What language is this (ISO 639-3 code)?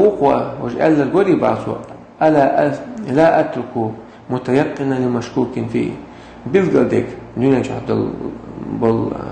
che